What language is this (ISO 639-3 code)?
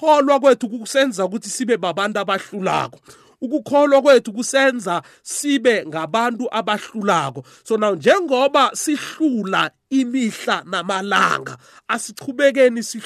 nbl